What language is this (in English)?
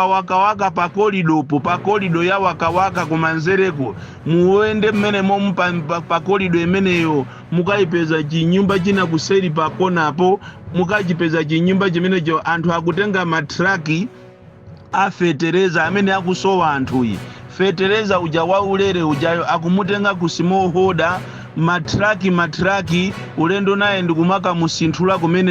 Nyanja